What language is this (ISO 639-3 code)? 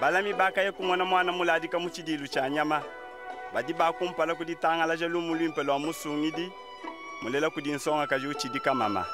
lua